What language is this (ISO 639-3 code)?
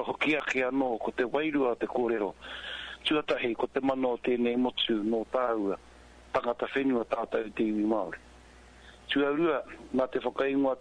mri